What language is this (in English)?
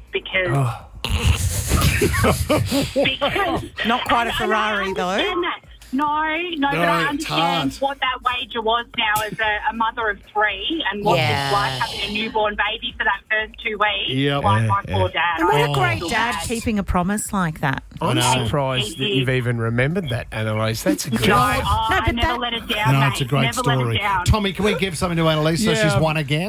English